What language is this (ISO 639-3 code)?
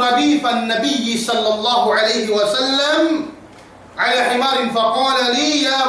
yka